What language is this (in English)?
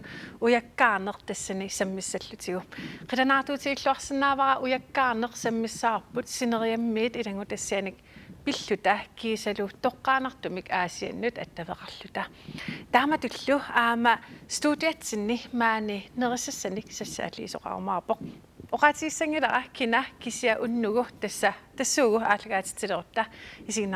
Kalaallisut